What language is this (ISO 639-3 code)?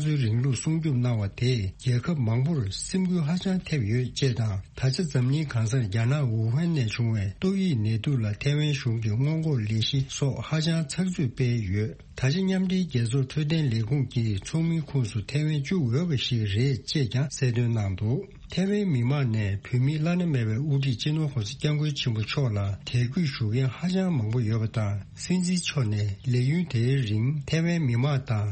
bod